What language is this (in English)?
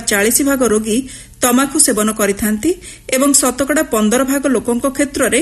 Odia